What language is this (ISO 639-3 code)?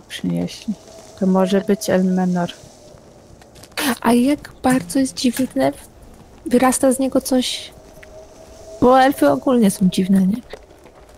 pol